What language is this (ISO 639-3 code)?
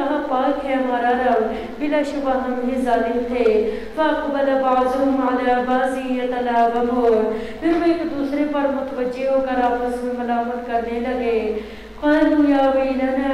urd